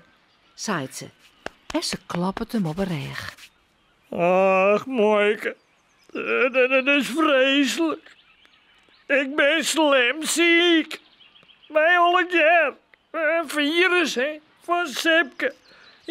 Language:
Western Frisian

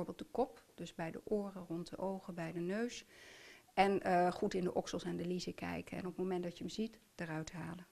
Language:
Dutch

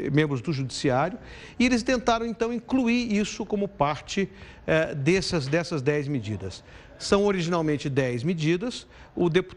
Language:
Portuguese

